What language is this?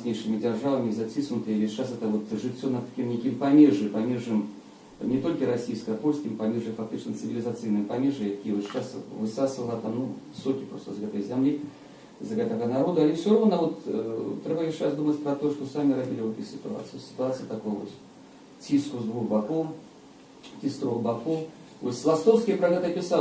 Belarusian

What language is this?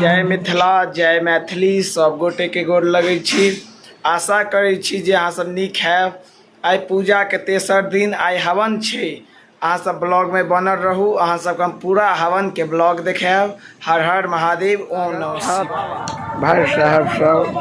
Maithili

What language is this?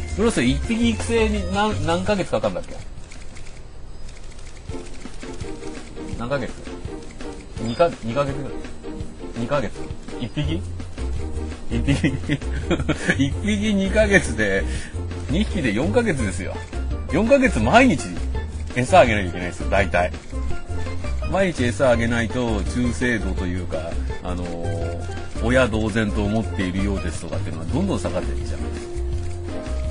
Japanese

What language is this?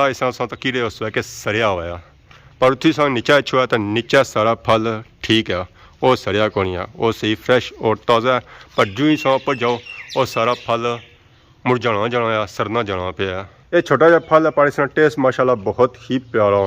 Pahari-Potwari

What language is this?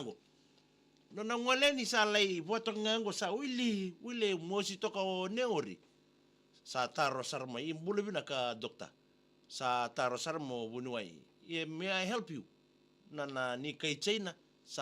Fijian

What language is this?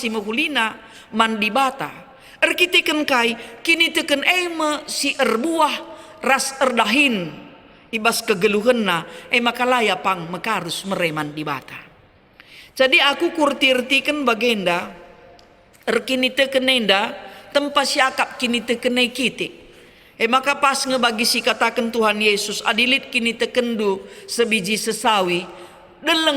Batak Karo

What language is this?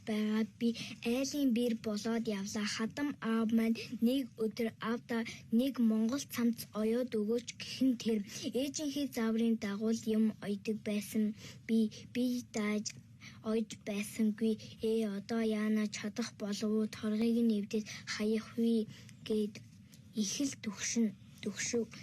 Mongolian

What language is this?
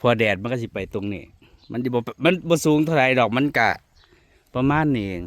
Northeastern Thai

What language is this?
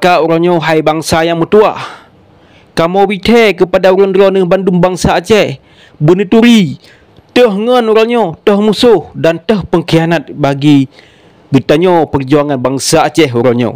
Achinese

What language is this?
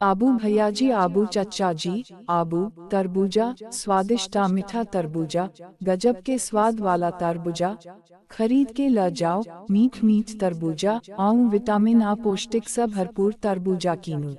Maithili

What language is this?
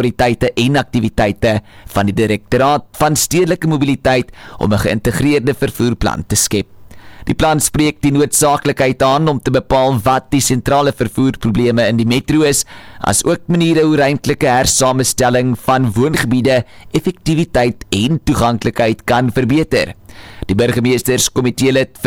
Afrikaans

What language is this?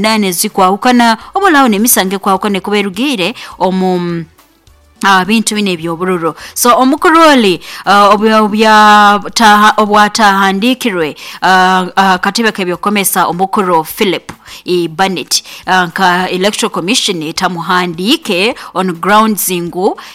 Nyoro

